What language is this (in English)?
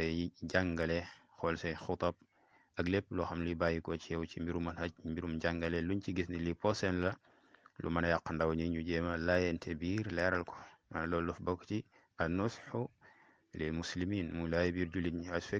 Wolof